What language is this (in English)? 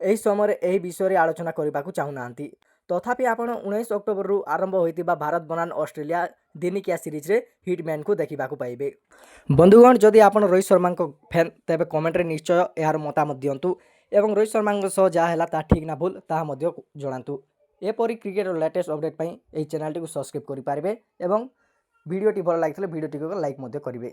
Odia